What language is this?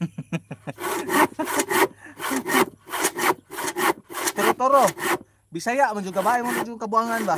Cebuano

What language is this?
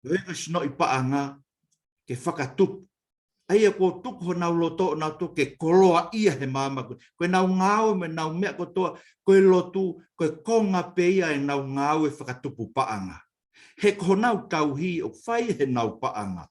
Tongan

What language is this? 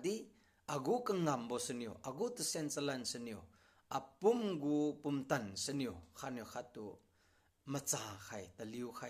Liangmai Naga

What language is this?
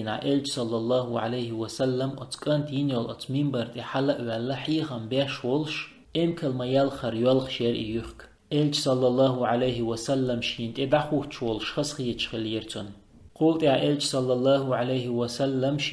Chechen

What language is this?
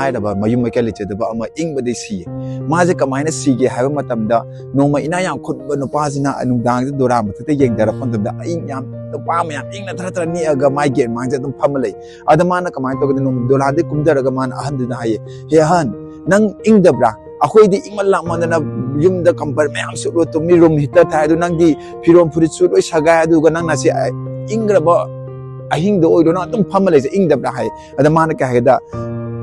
Manipuri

